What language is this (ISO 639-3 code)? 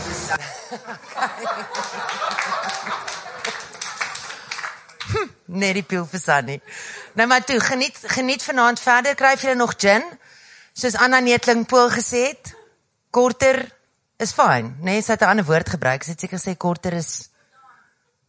afr